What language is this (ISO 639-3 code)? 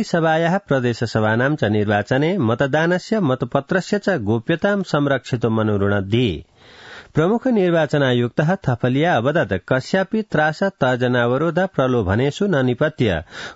san